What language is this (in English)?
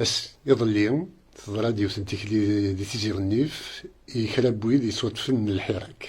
Kabyle